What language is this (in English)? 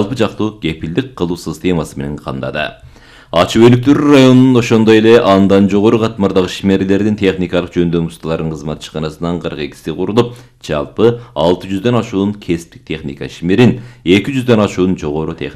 Kyrgyz